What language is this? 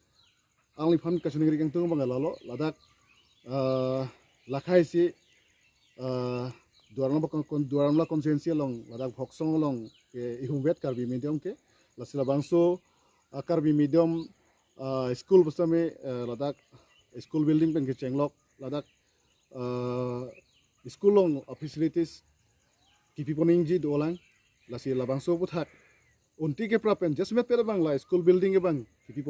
Karbi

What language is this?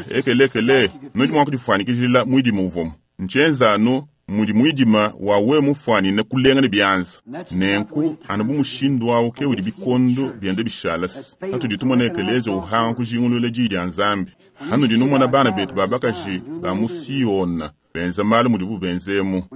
Luba-Lulua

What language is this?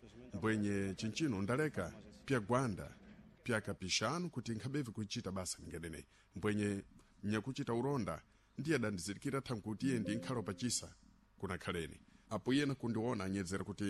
Sena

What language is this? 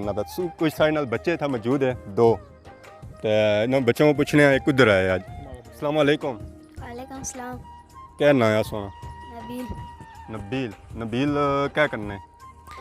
Pahari-Potwari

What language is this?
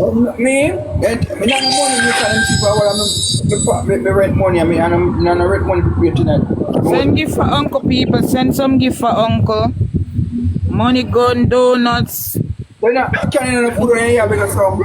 Jamaican Creole English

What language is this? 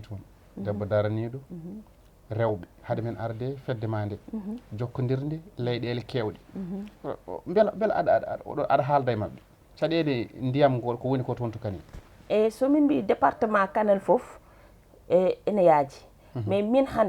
Fula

